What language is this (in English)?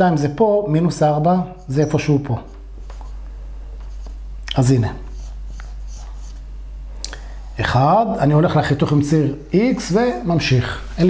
Hebrew